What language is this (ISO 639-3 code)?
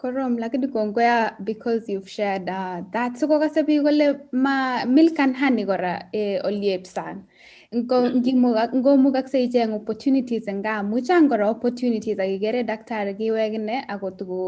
kln